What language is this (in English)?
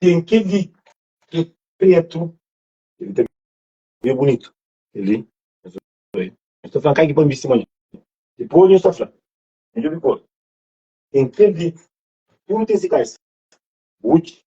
Kabuverdianu